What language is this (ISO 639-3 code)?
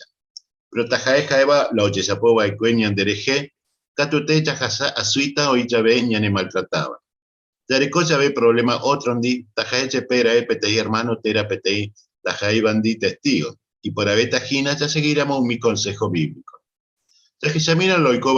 grn